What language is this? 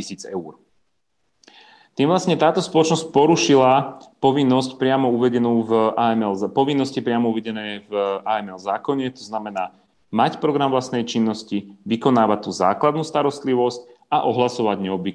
Slovak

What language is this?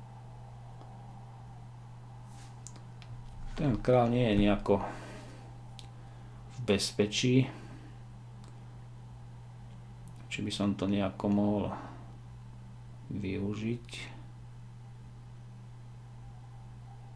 Slovak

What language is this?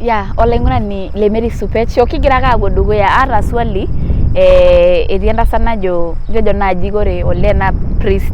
Masai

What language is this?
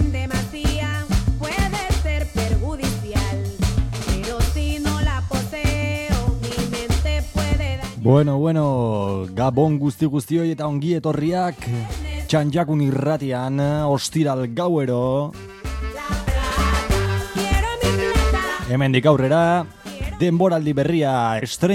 Basque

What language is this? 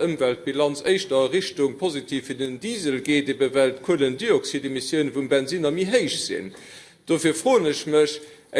Luxembourgish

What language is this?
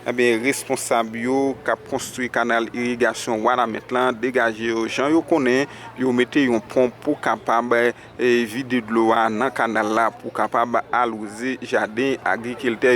Haitian Creole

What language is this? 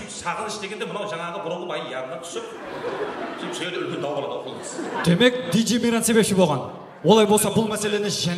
Kara-Kalpak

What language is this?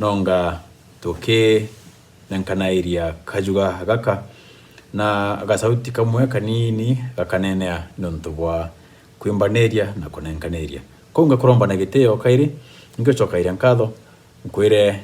Meru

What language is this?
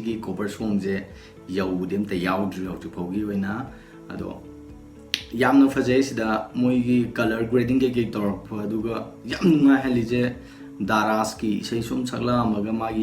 Manipuri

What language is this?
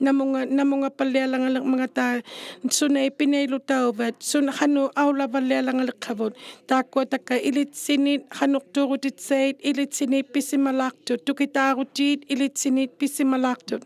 Inuktitut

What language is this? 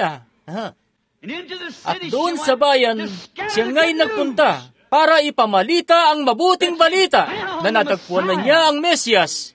Filipino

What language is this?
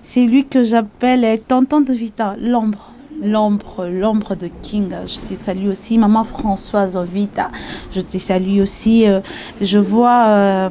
Lingala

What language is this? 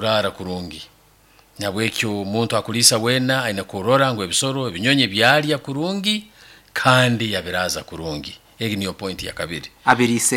Nyankole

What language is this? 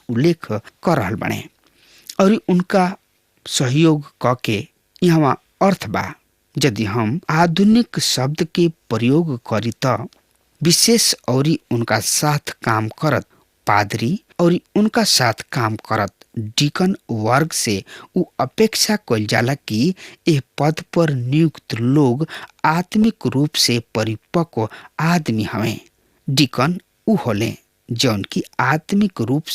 Bhojpuri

